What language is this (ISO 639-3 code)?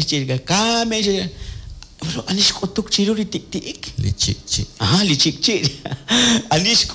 kek